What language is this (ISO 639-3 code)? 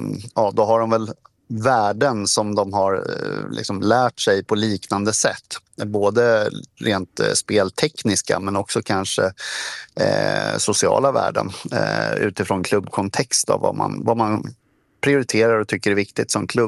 swe